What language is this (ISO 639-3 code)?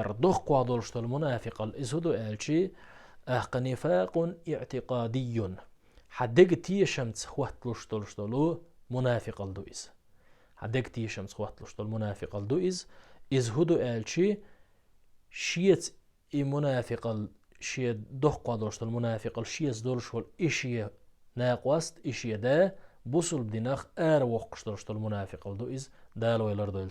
che